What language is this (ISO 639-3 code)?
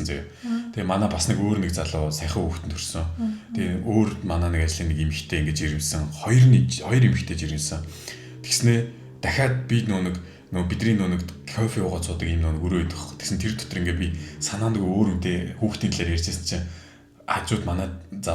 mon